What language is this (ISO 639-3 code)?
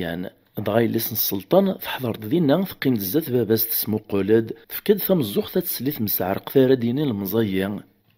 kab